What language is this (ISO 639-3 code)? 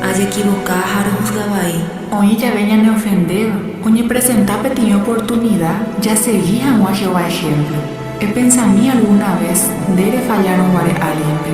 grn